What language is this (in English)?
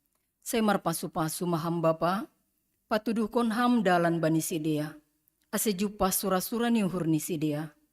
Batak Simalungun